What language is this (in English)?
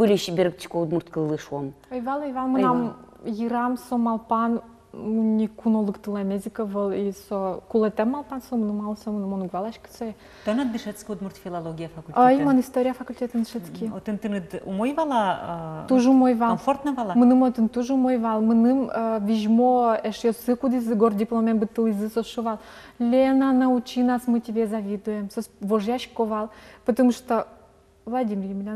Udmurt